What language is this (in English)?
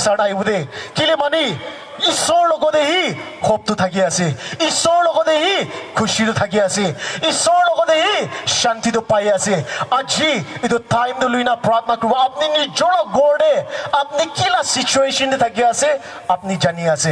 Naga Pidgin